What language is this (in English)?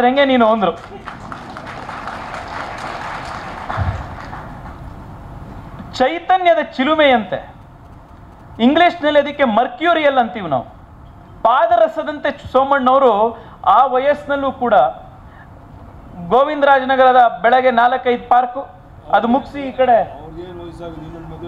Kannada